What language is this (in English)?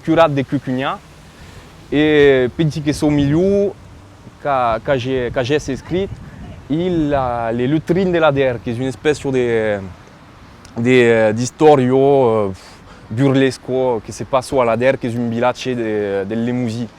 Occitan